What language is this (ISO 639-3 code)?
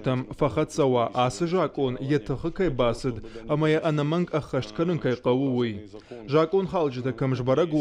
oss